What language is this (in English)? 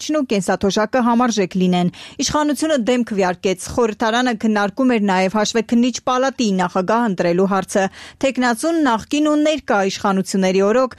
Armenian